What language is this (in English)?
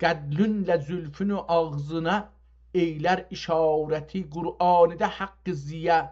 South Azerbaijani